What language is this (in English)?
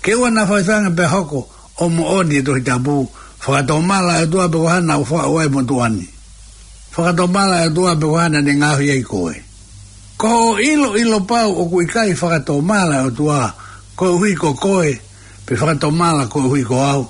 Tongan